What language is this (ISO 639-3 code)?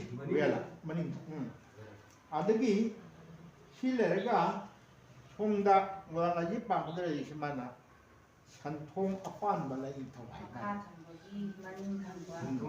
mni